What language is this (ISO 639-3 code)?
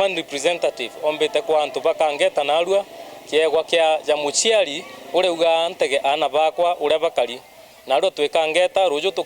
mer